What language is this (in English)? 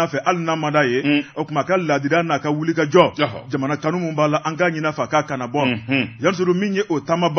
Bambara